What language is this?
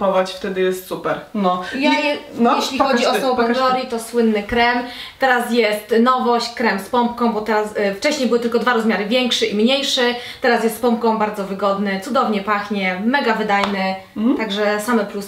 Polish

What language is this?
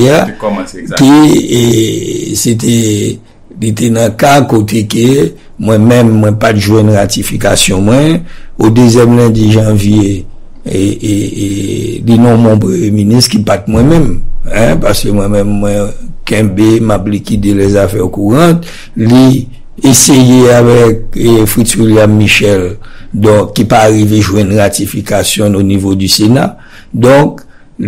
Haitian Creole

